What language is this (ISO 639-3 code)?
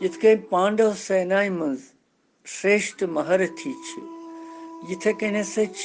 kas